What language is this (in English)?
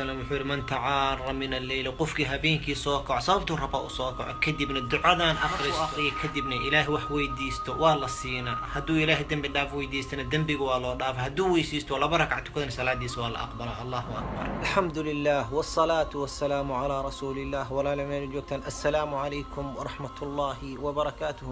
Somali